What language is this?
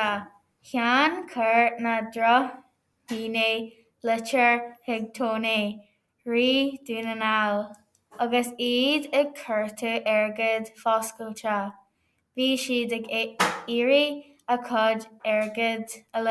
Irish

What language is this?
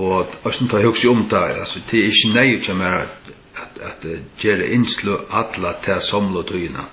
Faroese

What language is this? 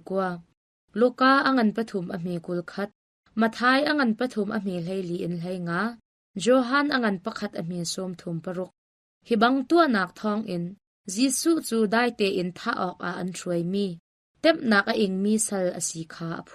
Hakha Chin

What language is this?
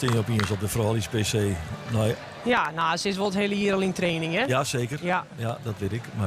Western Frisian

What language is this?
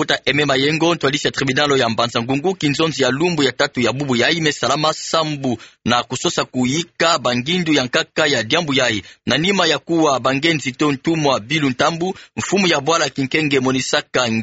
Kituba (Democratic Republic of Congo)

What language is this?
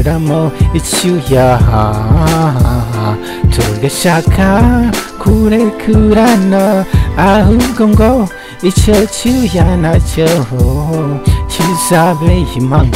Kinyarwanda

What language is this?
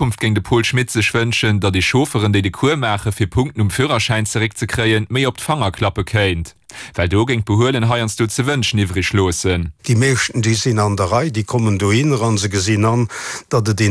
Luxembourgish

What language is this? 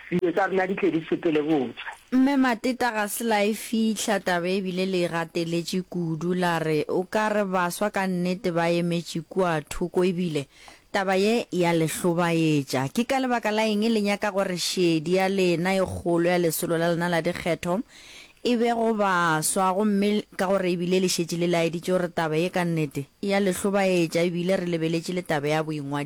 Northern Sotho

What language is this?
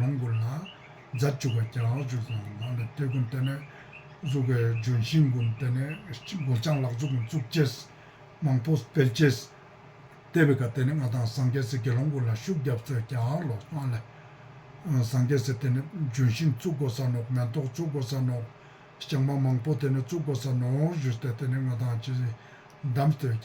Ladakhi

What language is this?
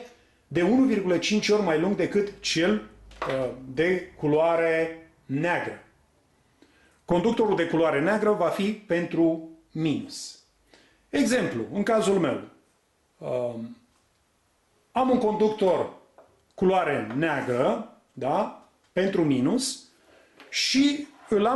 Romanian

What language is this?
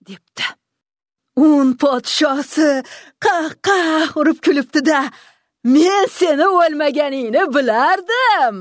Uzbek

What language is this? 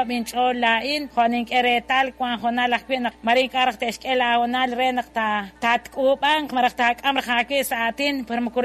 Kekchí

